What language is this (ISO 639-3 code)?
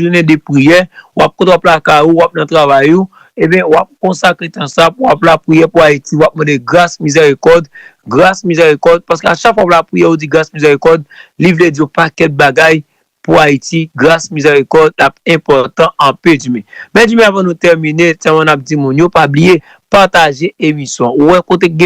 hat